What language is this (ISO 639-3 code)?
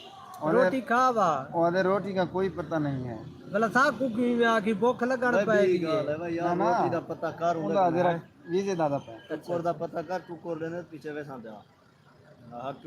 skr